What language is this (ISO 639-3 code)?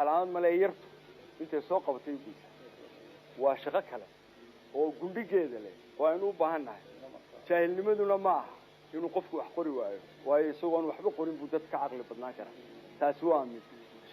som